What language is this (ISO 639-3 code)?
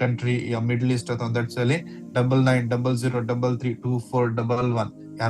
kok